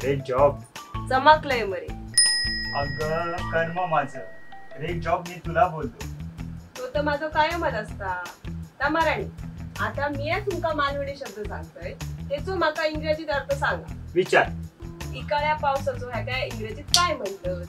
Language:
Konkani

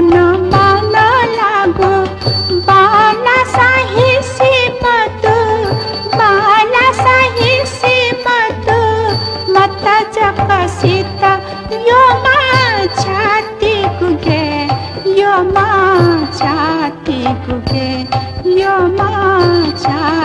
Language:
Newari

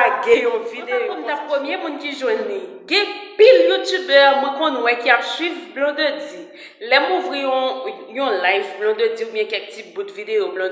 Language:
Haitian Creole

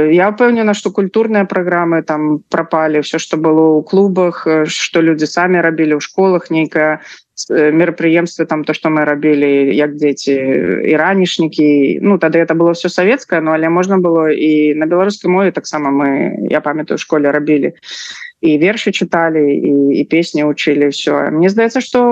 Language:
Belarusian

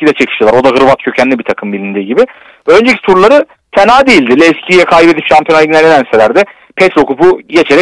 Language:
Turkish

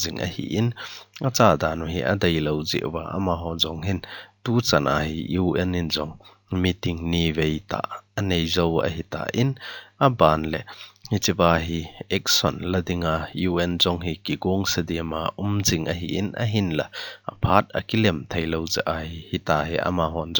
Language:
Thado Chin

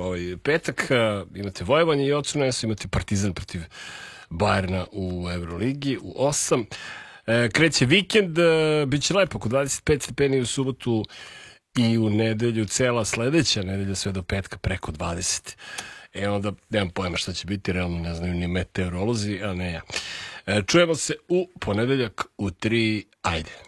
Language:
Serbian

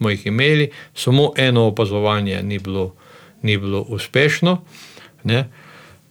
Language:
Slovenian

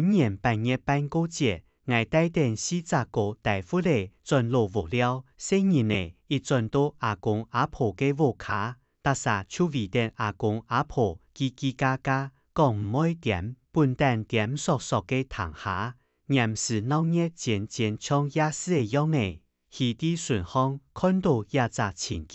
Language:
Hakka Chinese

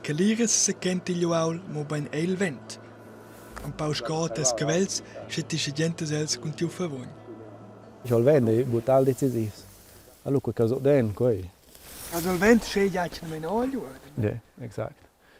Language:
Romansh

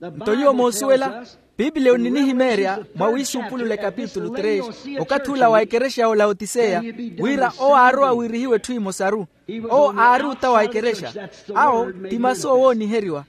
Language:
Makhuwa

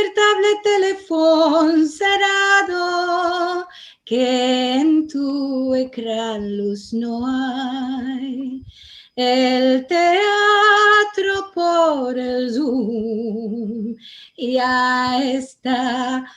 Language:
Ladino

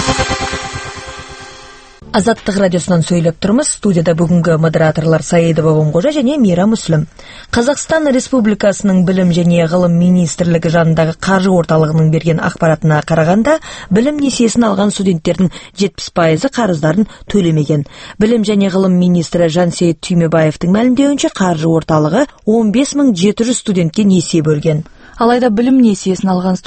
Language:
Kazakh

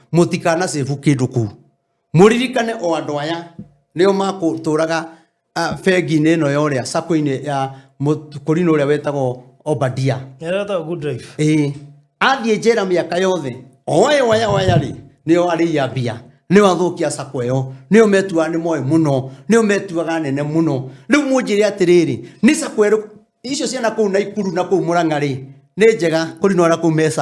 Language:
Kikuyu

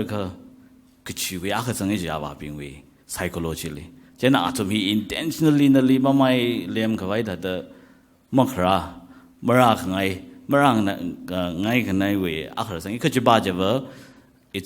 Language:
Tangkhul Naga (India)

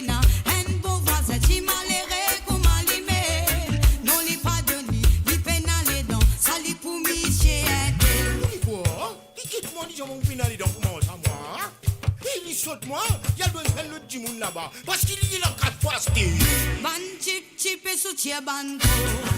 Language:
Morisyen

